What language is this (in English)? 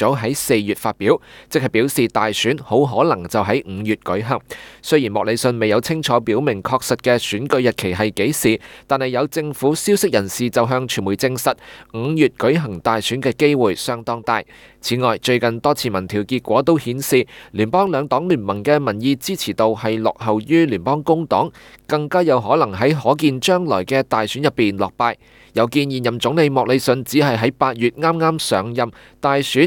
Cantonese